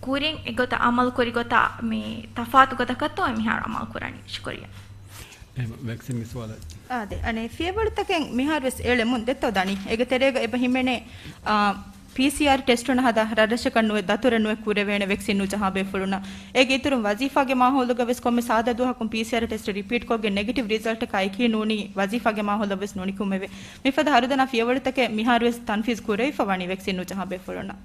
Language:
Divehi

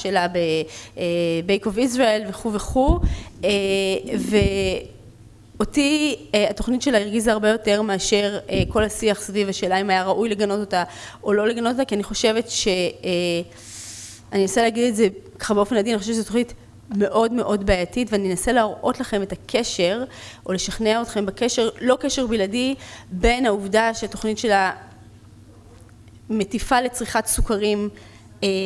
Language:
Hebrew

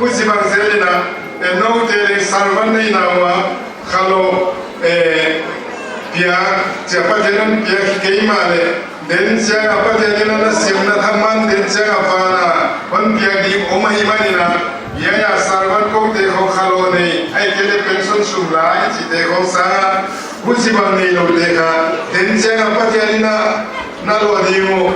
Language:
Paite Chin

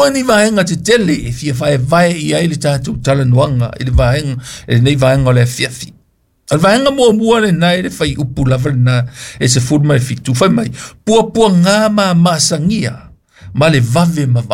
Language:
Samoan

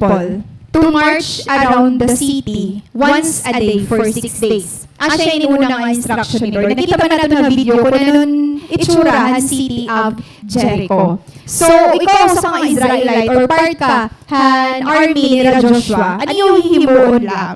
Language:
Waray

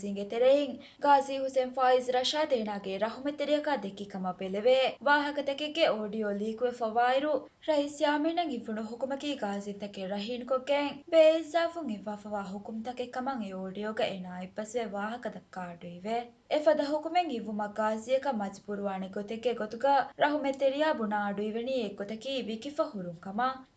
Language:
Divehi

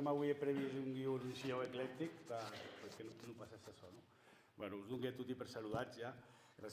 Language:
Occitan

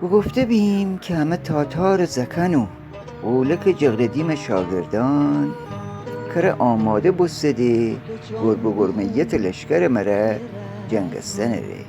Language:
Gilaki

